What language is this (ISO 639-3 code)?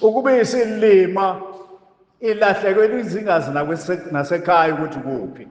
zul